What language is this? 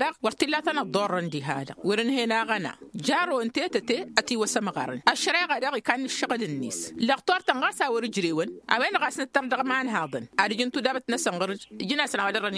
Tamasheq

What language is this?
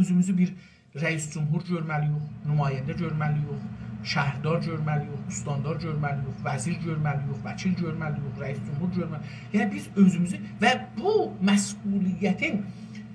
South Azerbaijani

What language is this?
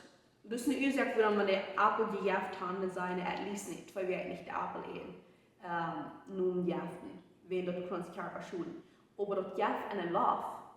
Plautdietsch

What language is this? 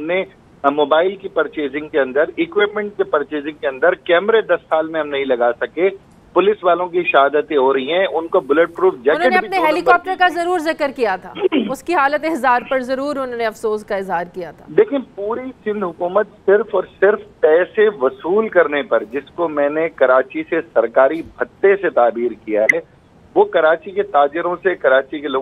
Urdu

